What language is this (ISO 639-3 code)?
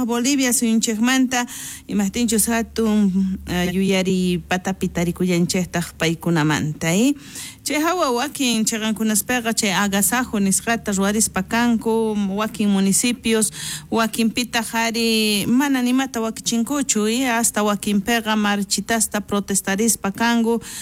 quh